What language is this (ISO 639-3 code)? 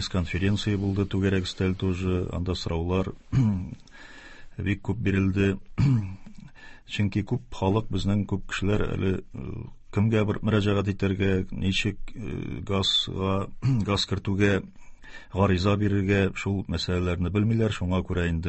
tat